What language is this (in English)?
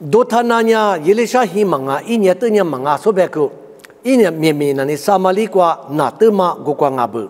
Lisu